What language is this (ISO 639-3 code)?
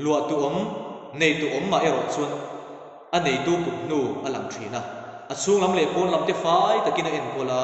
lus